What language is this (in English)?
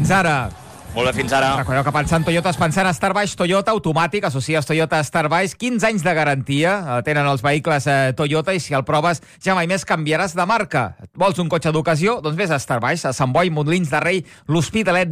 Catalan